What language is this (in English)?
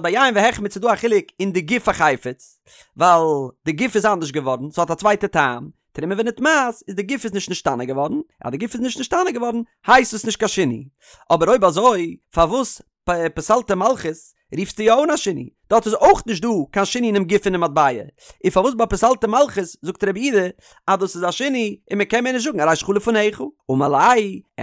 Yiddish